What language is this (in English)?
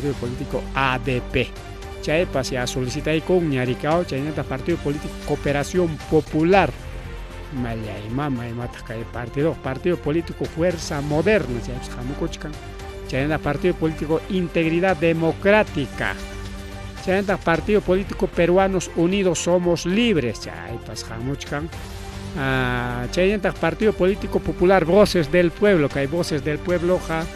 Ayacucho Quechua